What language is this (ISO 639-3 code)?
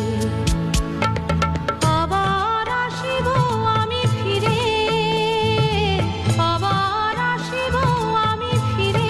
ben